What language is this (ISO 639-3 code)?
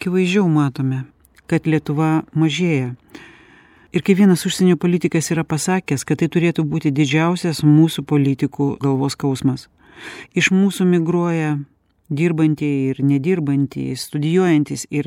lit